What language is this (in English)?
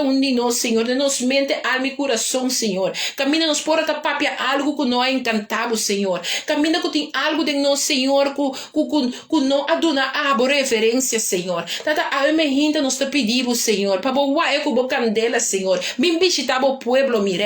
Papiamento